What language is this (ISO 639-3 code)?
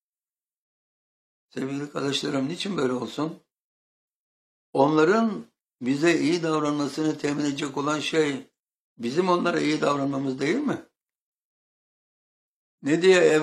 tur